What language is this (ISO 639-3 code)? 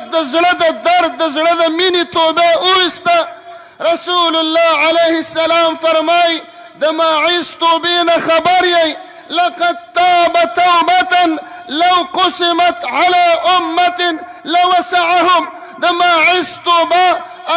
pus